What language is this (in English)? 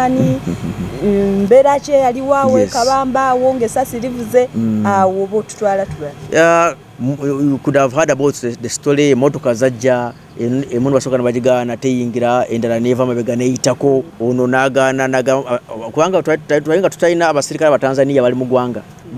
Ganda